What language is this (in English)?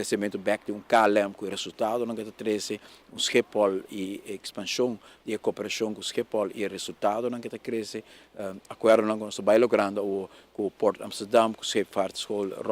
Papiamento